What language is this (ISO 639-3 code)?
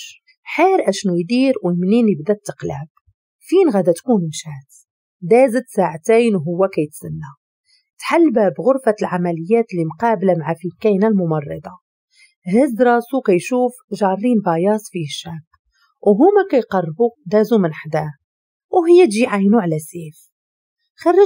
ary